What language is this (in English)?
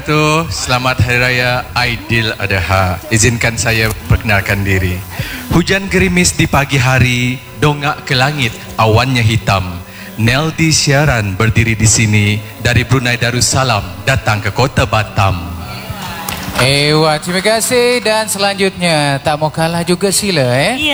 Malay